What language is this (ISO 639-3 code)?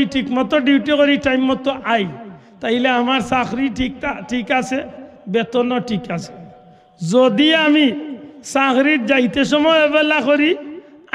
syl